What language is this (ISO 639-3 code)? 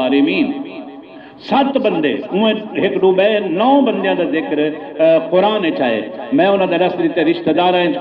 skr